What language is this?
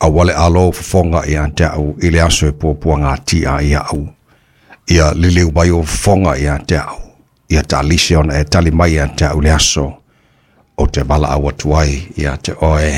Samoan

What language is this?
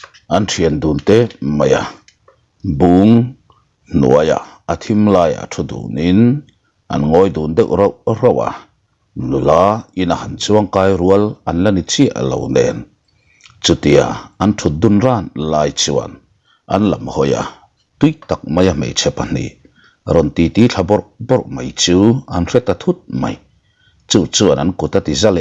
Mizo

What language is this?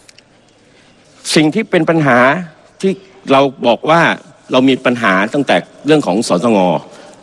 Thai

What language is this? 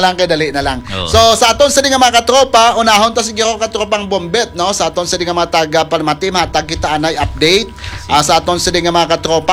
Hiligaynon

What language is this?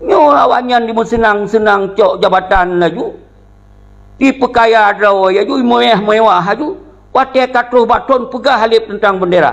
Achinese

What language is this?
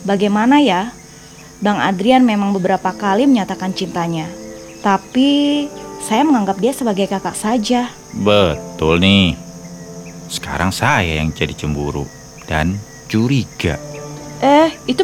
Indonesian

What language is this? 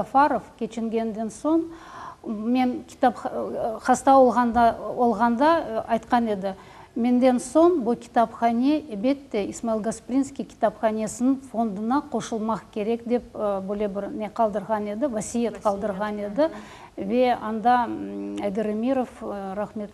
Crimean Tatar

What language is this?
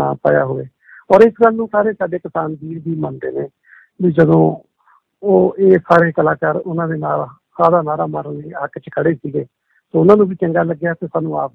Punjabi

